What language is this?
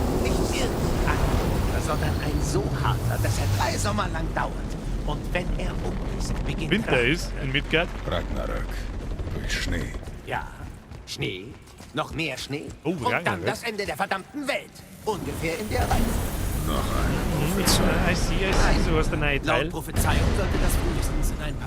Bavarian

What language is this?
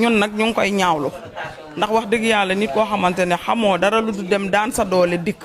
Wolof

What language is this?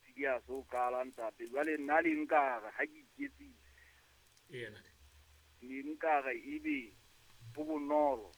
Southern Sotho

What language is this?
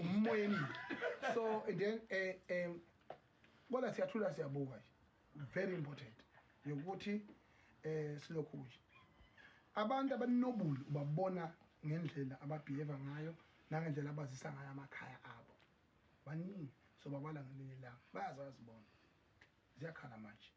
Zulu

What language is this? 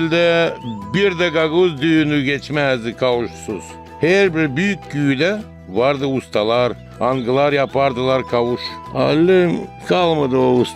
Gagauz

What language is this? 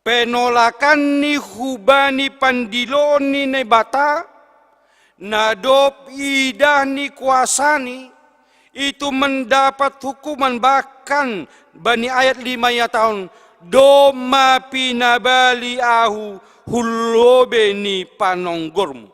Batak Simalungun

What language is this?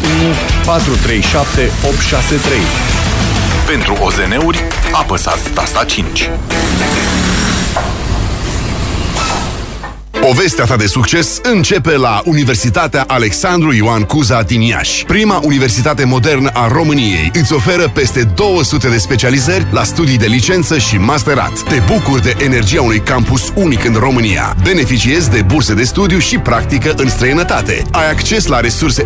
Romanian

